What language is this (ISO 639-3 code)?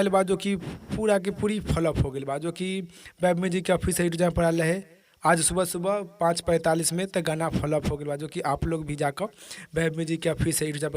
bho